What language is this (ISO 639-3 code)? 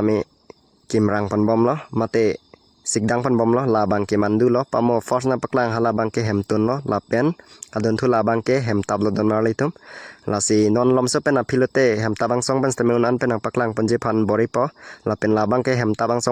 mjw